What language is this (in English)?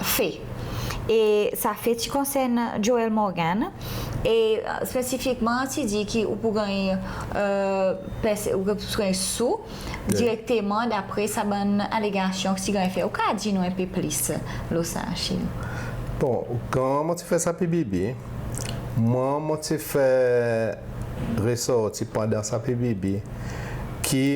Seselwa Creole French